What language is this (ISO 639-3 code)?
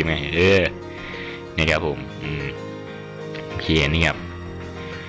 tha